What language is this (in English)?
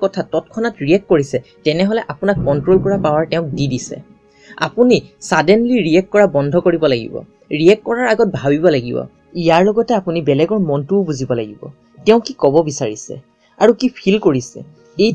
Assamese